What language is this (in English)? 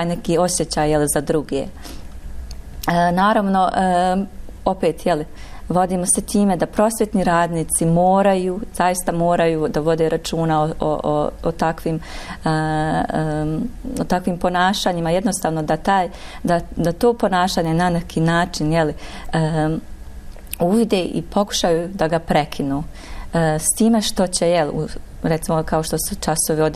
Bosnian